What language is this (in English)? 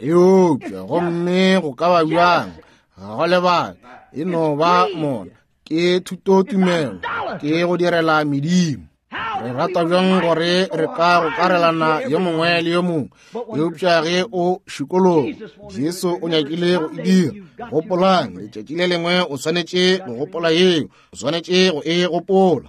Northern Sotho